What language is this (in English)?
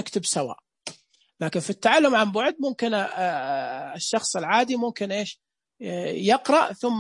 Najdi Arabic